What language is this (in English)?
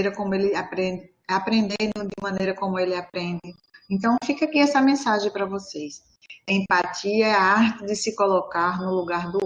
Portuguese